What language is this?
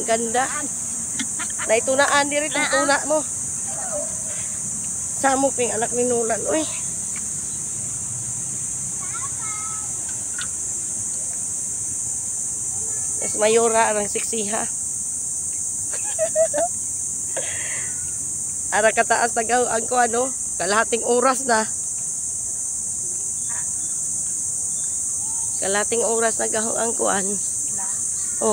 Filipino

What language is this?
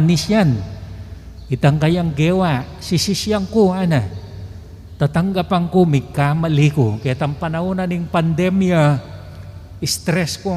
Pampanga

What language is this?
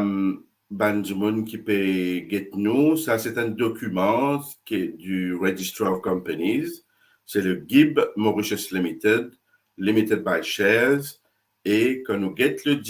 Morisyen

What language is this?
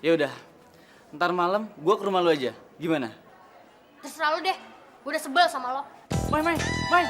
Betawi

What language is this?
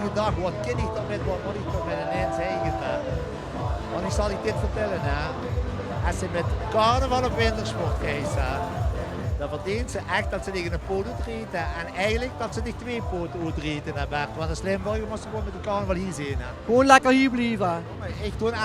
Limburgish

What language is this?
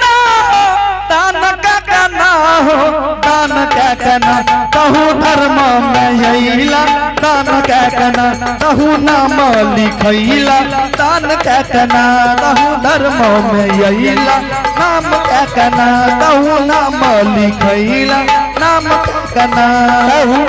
Angika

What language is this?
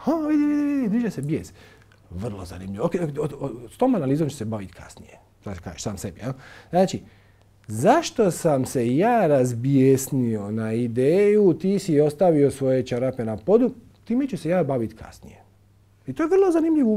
Croatian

